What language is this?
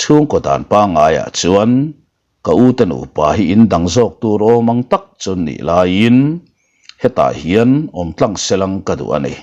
Mizo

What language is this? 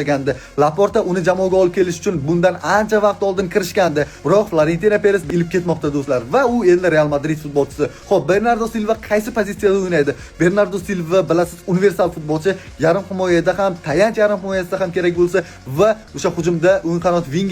Uzbek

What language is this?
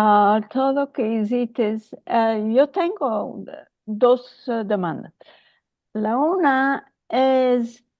Ladino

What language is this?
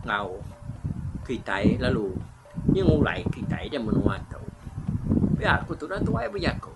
Iban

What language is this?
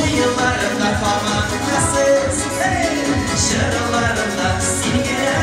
Tatar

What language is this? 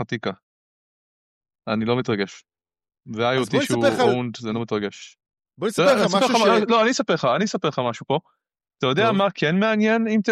Hebrew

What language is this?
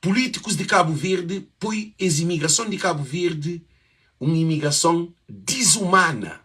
Kabuverdianu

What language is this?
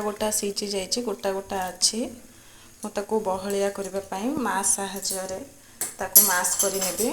Odia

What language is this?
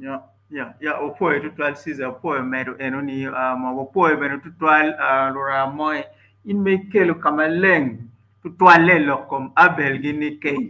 Acoli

